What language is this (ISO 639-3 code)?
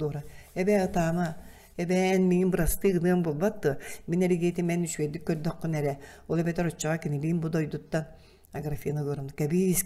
sah